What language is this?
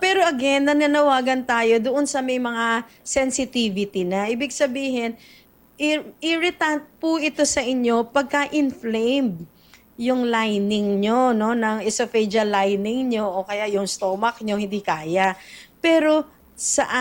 Filipino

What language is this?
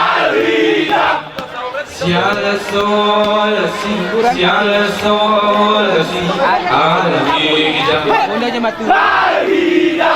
Gayo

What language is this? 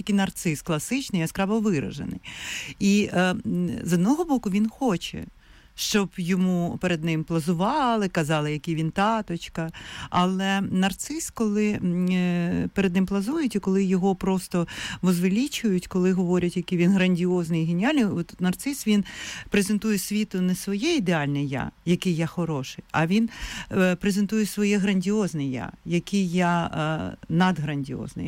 Ukrainian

